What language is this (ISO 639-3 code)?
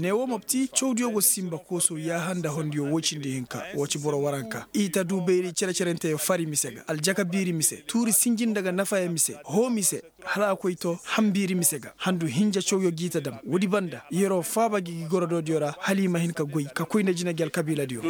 ses